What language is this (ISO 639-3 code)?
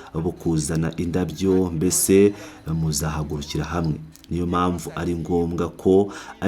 kin